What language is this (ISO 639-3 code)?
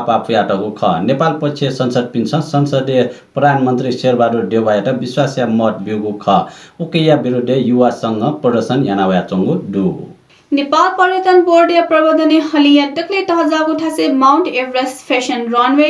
new